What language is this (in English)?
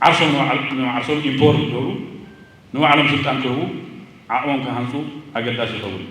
Tigrinya